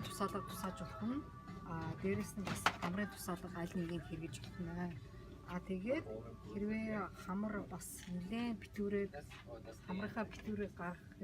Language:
Mongolian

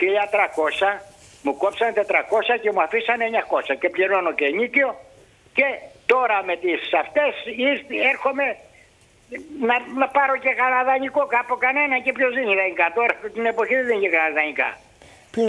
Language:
Greek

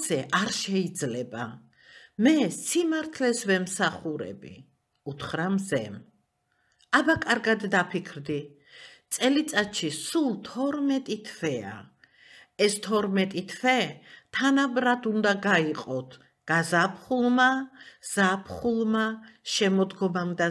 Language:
Georgian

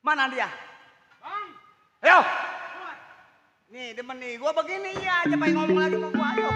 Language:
Betawi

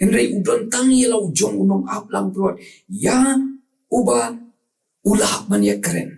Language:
Khasi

